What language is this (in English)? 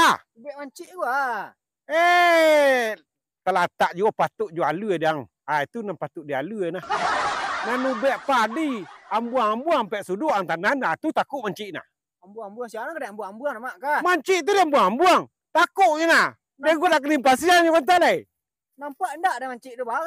Minangkabau